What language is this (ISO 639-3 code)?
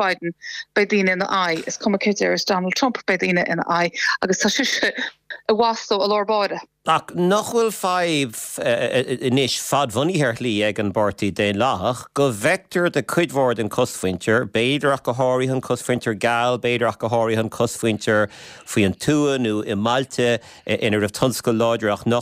gle